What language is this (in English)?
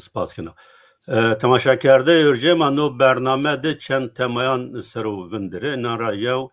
Zaza